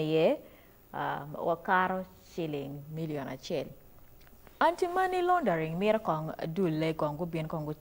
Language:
Acoli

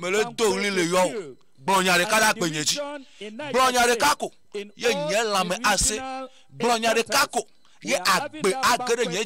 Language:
Ewe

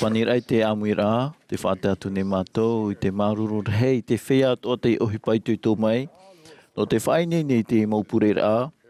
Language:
Tahitian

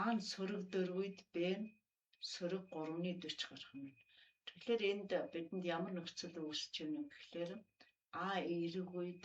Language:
Mongolian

